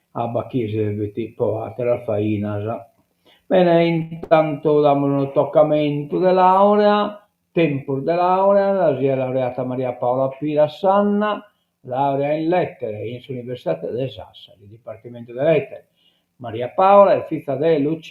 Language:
Sardinian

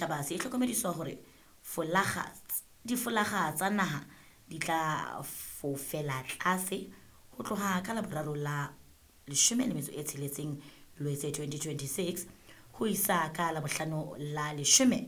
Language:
Southern Sotho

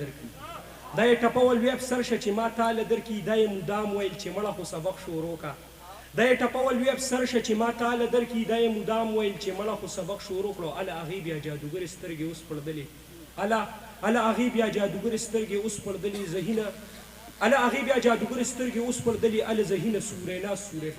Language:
Pashto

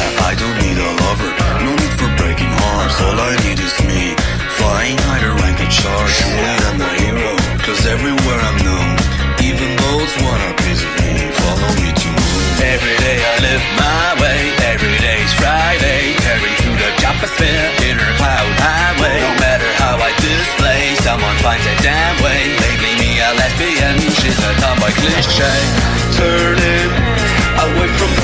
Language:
English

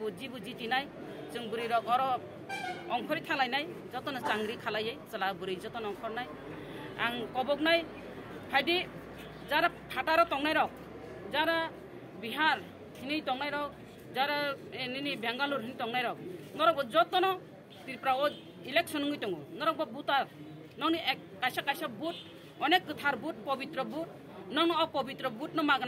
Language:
Kok Borok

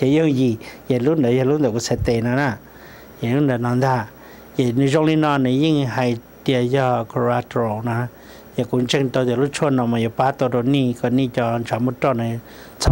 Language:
Hmong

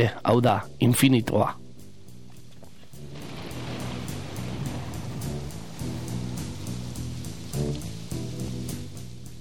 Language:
Basque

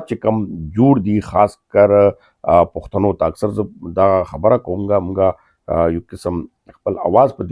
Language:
Pashto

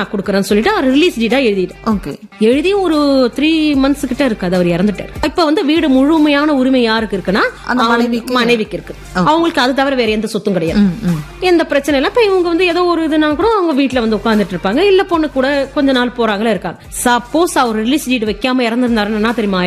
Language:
Tamil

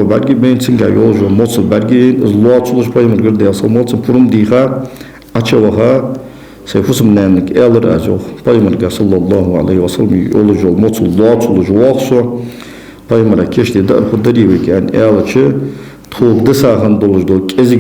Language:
Ingush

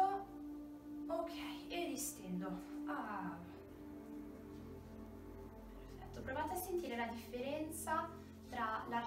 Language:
Italian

